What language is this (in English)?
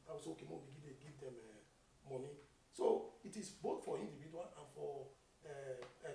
Nigerian Pidgin